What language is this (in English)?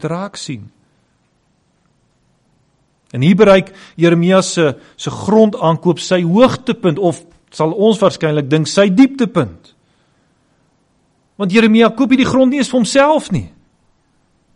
Afrikaans